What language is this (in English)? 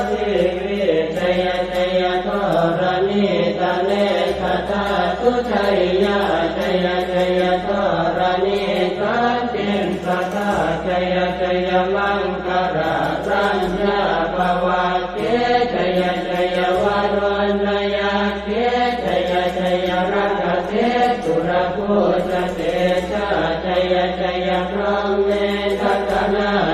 Pali